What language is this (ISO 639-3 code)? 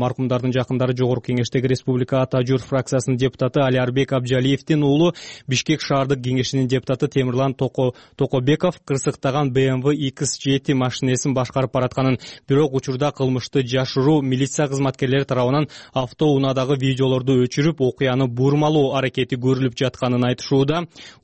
kir